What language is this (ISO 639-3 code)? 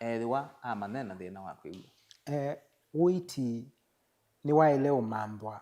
kam